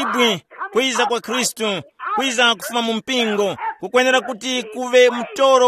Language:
Tumbuka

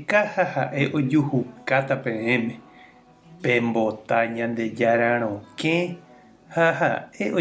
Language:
Guarani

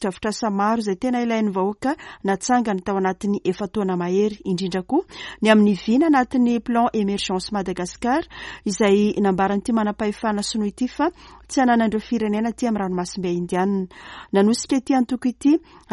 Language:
Malagasy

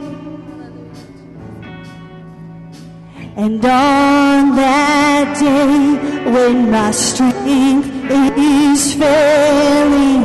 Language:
English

